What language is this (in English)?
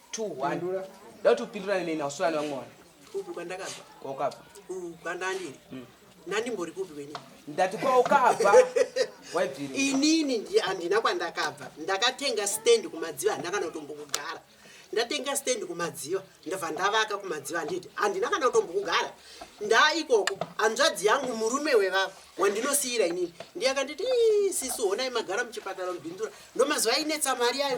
Shona